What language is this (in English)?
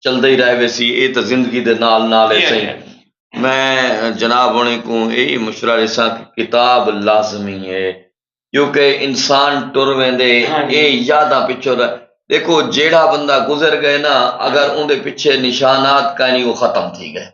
Saraiki